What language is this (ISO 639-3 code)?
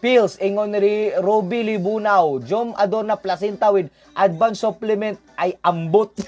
ceb